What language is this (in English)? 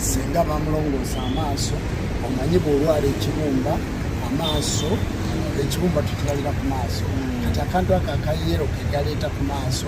Ganda